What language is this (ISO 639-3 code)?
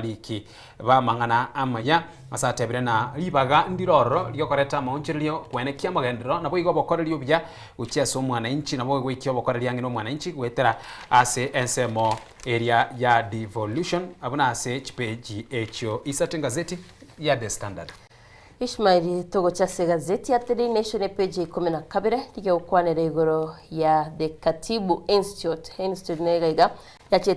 guz